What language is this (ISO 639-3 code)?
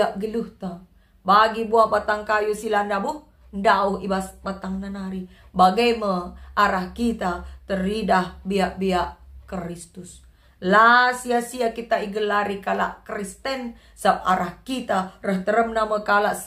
btx